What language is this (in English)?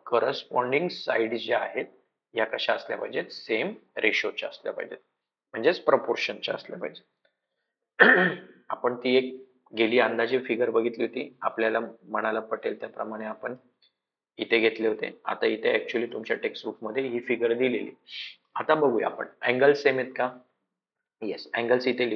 Marathi